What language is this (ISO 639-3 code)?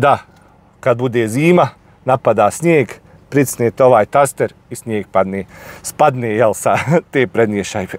bos